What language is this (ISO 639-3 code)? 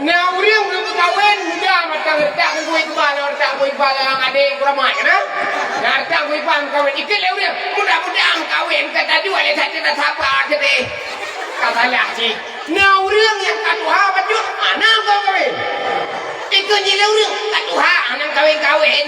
ace